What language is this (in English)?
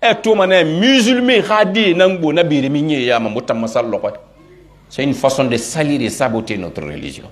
Pular